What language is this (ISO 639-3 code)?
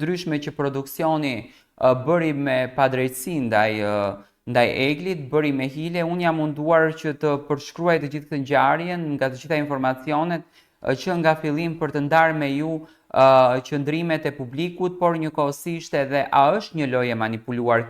sqi